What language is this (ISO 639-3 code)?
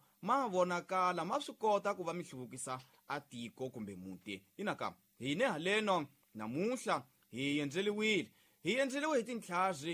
tso